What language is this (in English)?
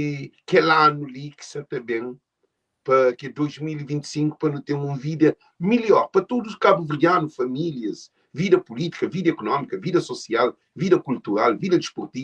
Kabuverdianu